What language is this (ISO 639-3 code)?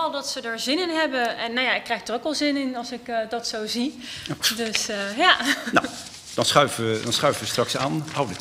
nld